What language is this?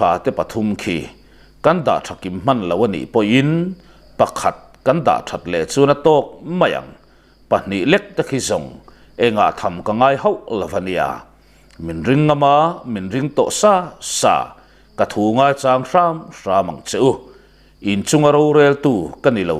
Mizo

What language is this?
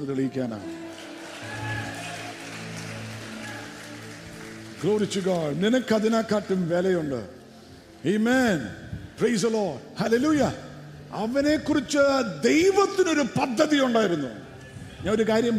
Malayalam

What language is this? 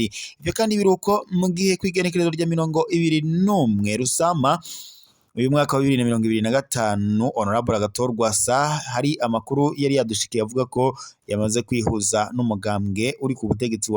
Rundi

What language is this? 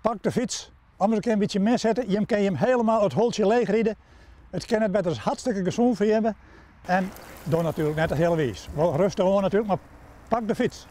Western Frisian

